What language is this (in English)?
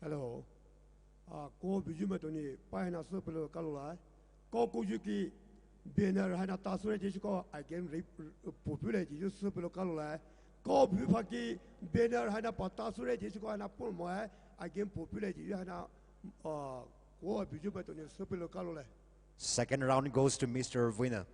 Poumei Naga